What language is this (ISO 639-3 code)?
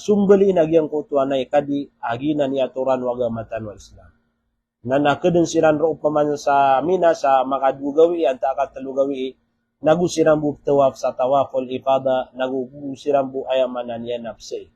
mrw